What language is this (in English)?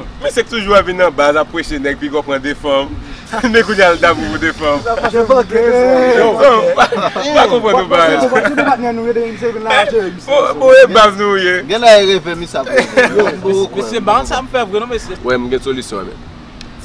Haitian Creole